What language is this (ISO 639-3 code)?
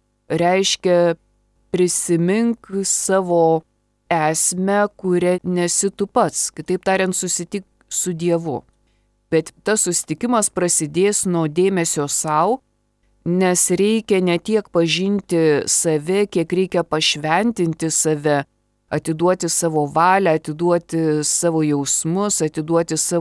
lit